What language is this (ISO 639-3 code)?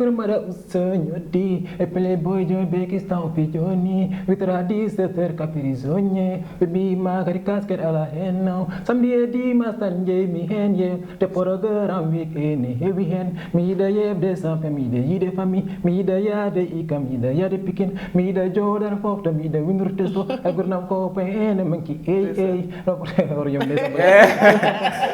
ful